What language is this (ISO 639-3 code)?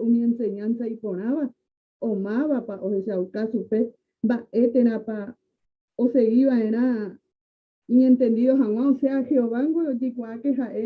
grn